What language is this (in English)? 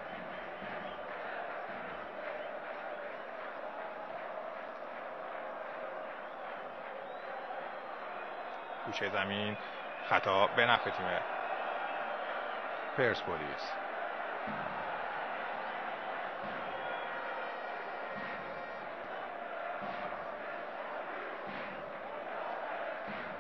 Persian